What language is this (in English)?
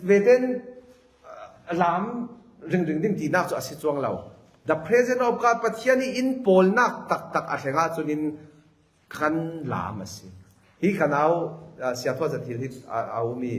Falam Chin